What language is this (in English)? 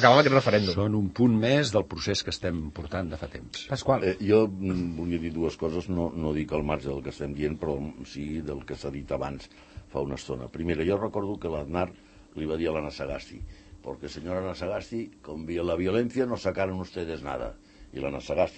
Catalan